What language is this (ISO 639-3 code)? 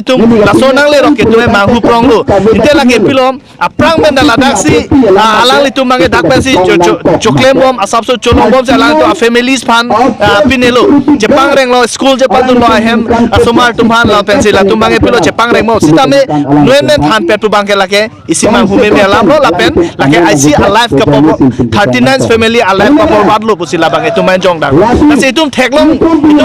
mjw